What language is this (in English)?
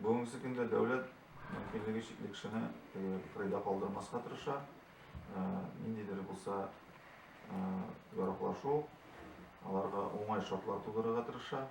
Tatar